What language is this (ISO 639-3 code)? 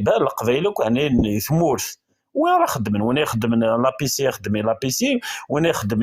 kab